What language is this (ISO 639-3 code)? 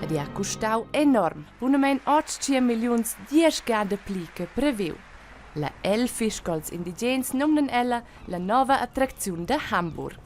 roh